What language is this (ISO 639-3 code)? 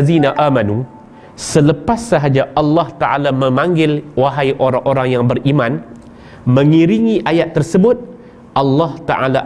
msa